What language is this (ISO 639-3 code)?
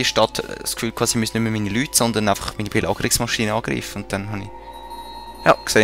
gsw